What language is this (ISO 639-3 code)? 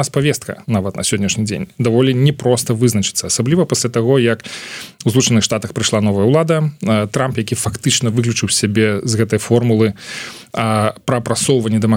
bel